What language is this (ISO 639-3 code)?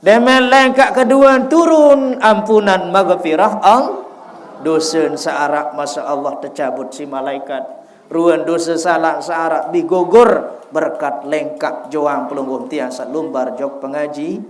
sas